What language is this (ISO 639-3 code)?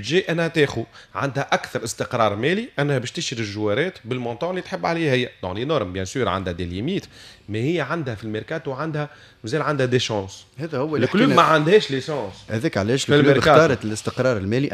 aeb